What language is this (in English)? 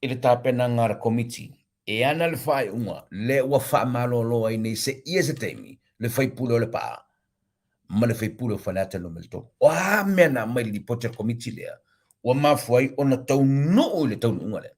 Samoan